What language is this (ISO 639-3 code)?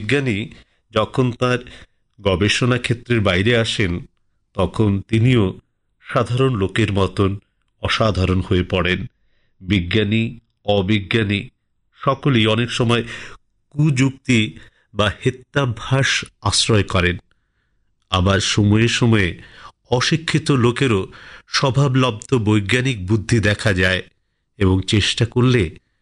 ben